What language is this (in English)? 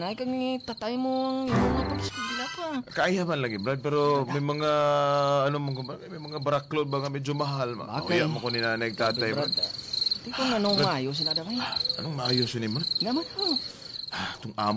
Hiligaynon